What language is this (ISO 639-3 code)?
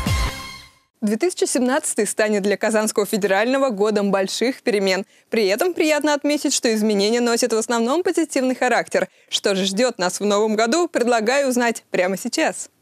rus